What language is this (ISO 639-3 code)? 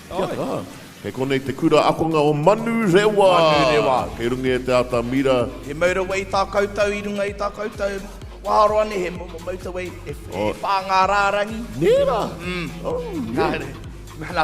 mri